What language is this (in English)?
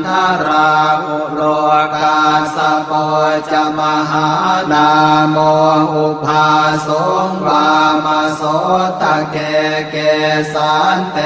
Pali